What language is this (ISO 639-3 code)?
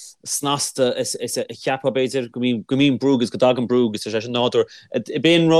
gle